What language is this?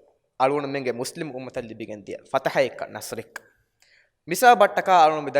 Divehi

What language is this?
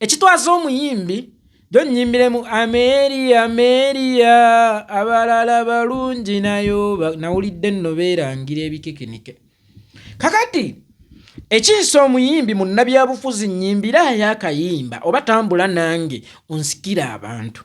Ganda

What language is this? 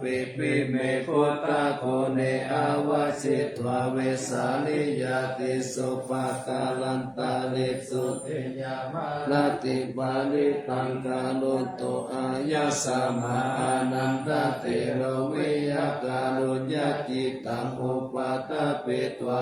Pali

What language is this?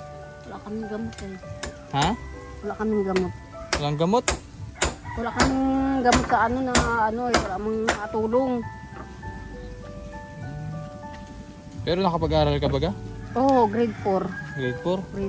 Filipino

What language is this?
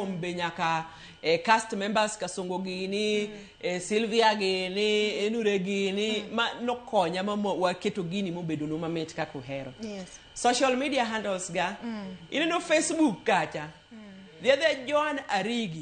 Luo (Kenya and Tanzania)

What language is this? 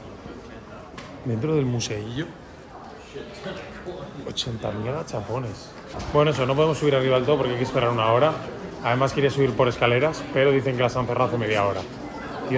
Spanish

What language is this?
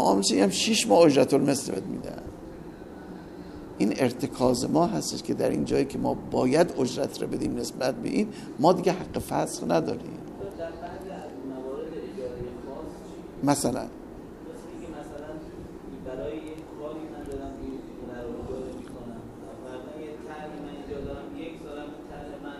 Persian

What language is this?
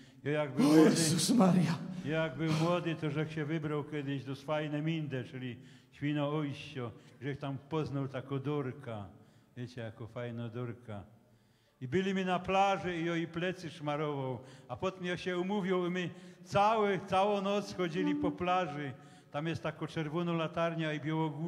Silesian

